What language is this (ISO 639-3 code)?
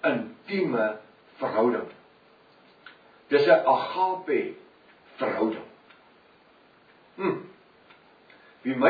afr